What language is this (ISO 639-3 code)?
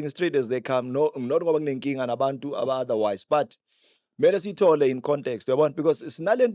zul